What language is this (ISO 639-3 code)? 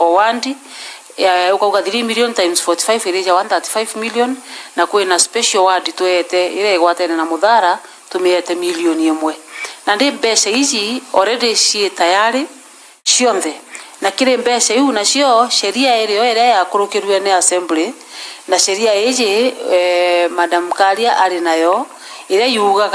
mer